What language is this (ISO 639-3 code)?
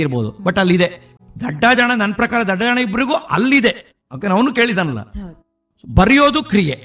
kan